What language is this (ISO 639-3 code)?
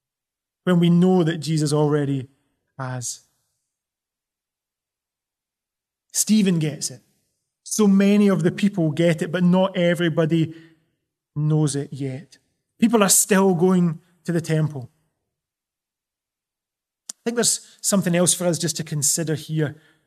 eng